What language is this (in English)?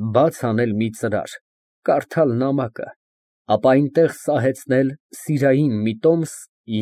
Armenian